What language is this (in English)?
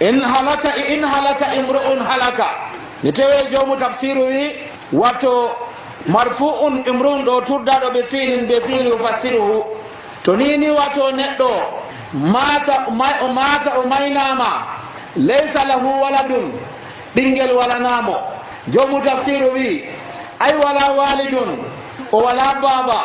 Nigerian Fulfulde